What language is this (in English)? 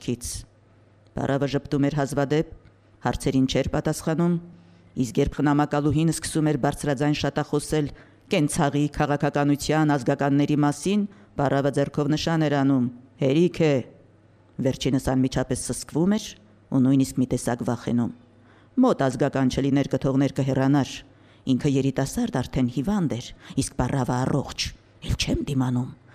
Armenian